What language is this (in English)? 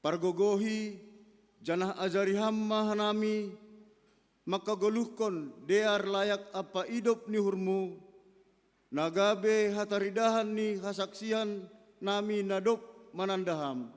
Batak Simalungun